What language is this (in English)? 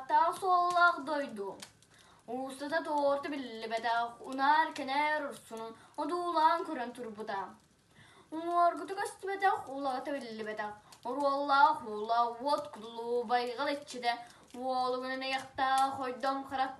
Yakut